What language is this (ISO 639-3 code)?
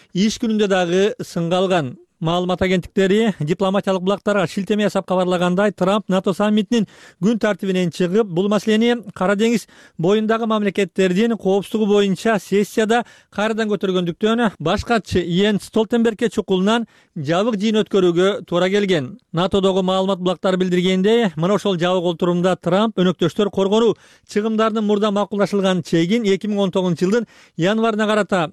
kir